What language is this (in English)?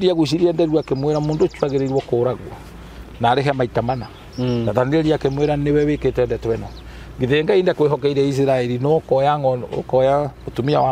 Kikuyu